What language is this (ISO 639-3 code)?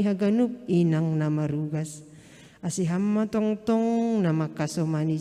bts